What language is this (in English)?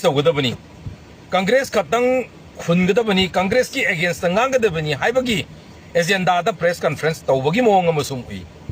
Manipuri